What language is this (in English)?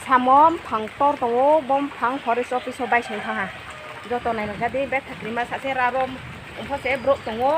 Riang (India)